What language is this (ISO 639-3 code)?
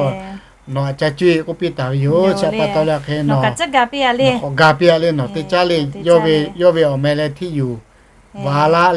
lhu